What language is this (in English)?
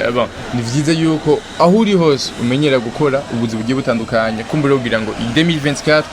Rundi